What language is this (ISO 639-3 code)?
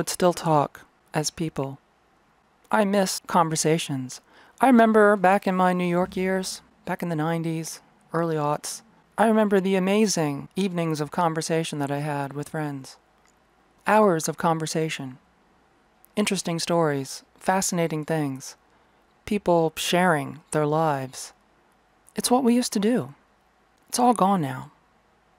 eng